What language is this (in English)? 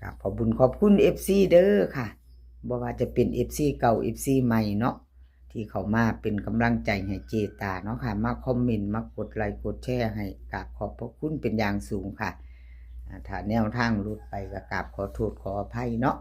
Northeastern Thai